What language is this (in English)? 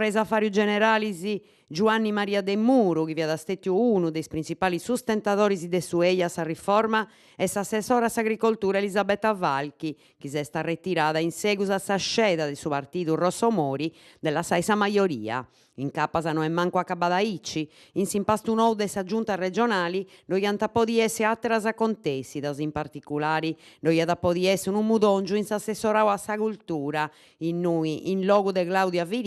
Sardinian